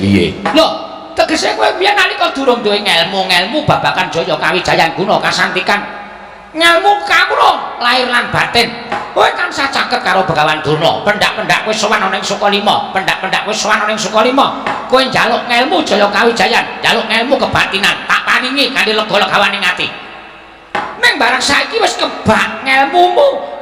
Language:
Javanese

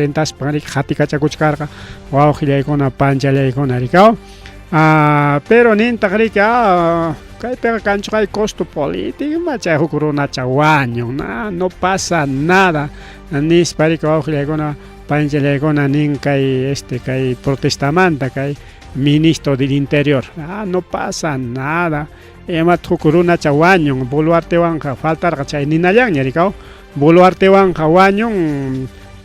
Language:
Ayacucho Quechua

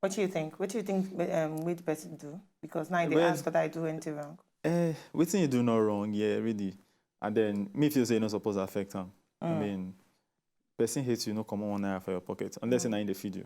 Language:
Nigerian Pidgin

